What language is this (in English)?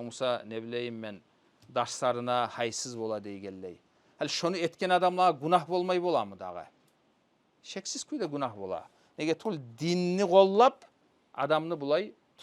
Kumyk